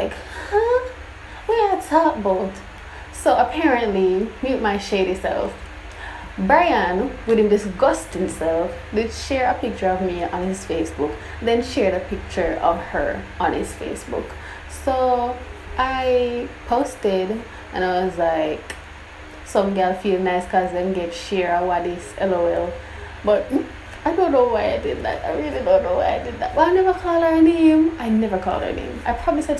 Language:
Jamaican Creole English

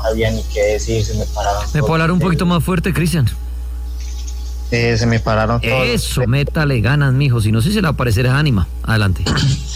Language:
Spanish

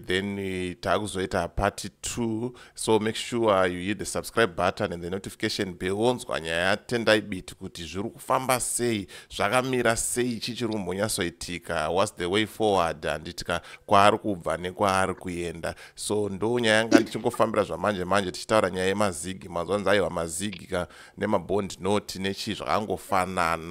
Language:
Shona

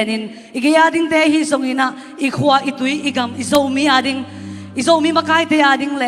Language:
Tedim Chin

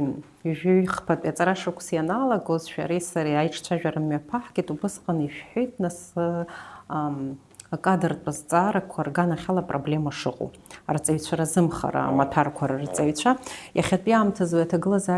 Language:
Abkhazian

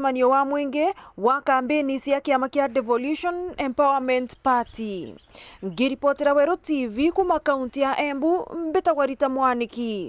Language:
Meru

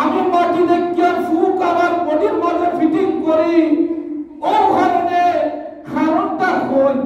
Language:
Sylheti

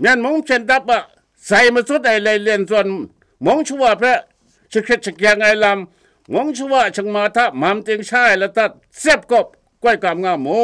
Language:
Kachin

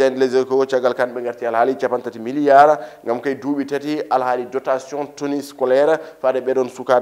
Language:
Fula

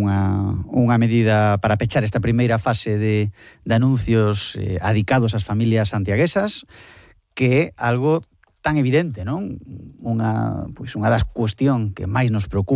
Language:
Galician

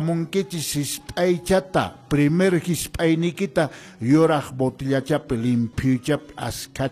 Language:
Quechua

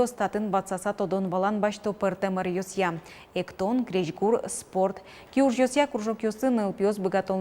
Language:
Udmurt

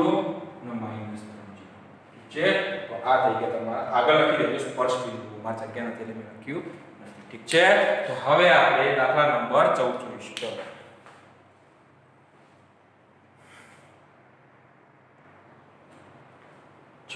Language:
Gujarati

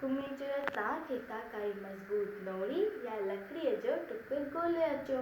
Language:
Sindhi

